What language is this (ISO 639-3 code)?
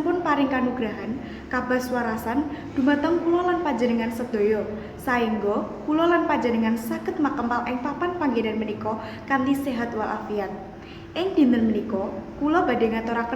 jav